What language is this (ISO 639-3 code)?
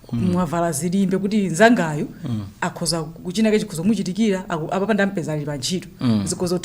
nya